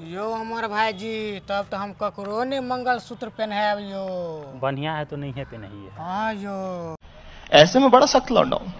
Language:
Maithili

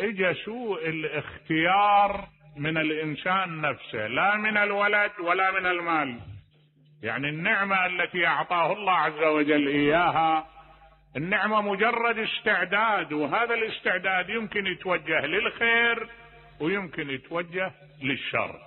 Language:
Mesopotamian Arabic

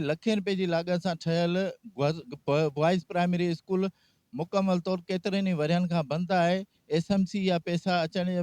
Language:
Sindhi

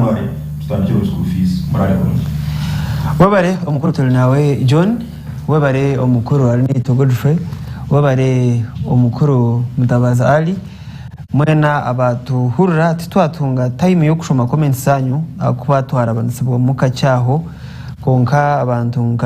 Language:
Nyankole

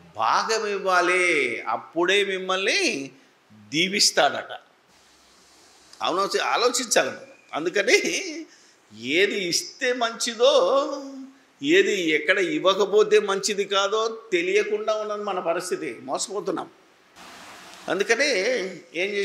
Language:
Telugu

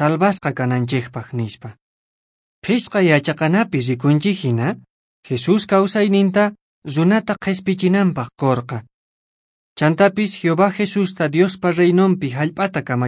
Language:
Quechua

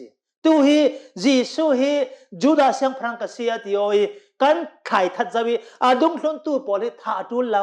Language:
Hakha Chin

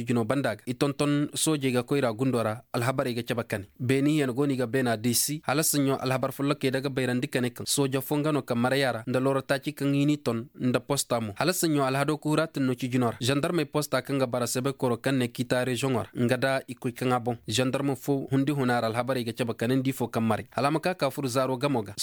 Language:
Koyraboro Senni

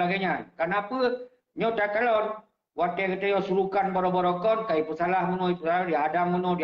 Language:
Achinese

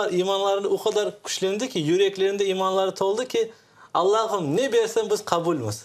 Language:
Crimean Tatar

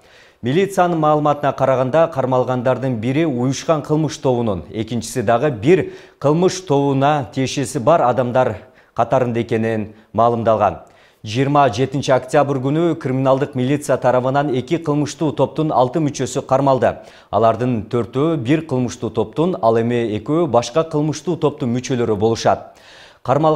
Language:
Kyrgyz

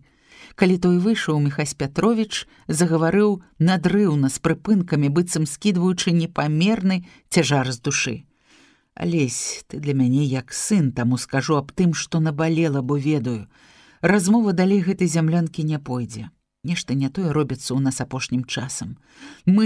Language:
Belarusian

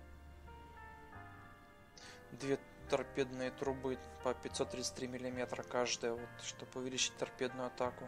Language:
Russian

